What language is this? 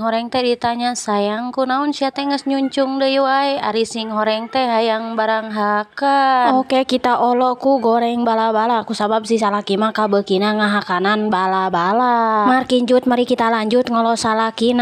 Sundanese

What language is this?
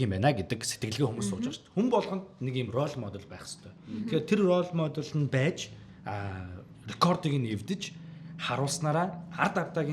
Mongolian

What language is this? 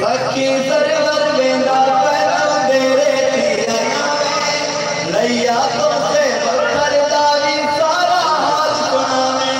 Saraiki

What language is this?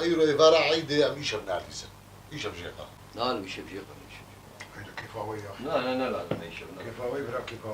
Kurdish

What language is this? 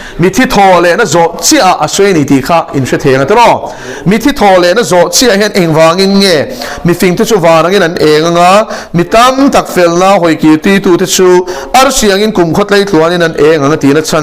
Mizo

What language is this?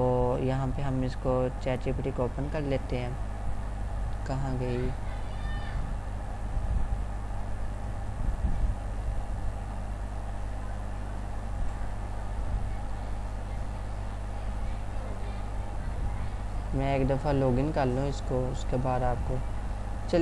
Hindi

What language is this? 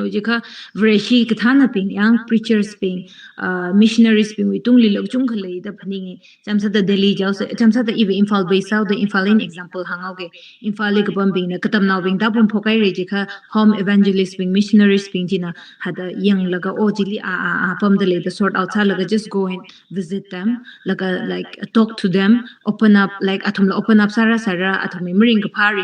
Tangkhul Naga (India)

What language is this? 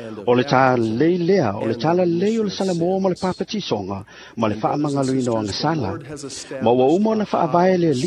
Samoan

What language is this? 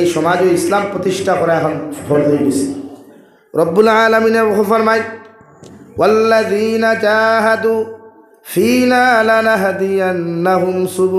Sylheti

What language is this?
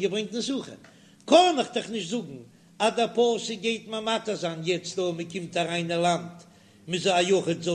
Yiddish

